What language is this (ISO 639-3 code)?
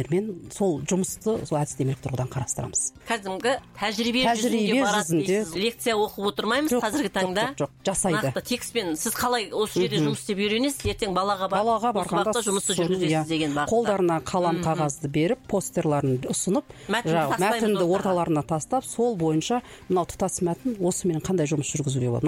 kaz